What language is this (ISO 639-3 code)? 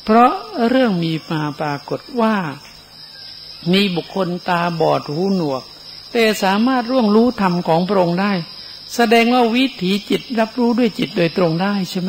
tha